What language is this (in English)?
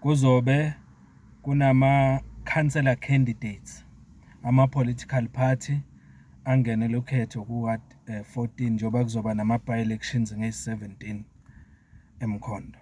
Zulu